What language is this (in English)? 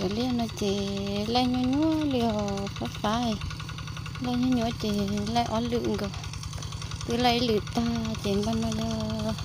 Hmong